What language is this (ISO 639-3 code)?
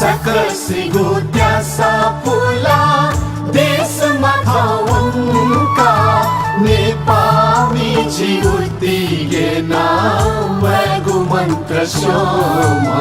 new